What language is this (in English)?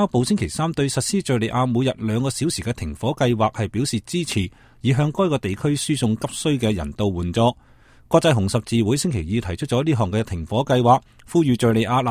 Cantonese